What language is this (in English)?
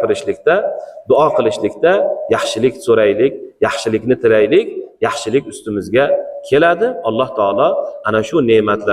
Uzbek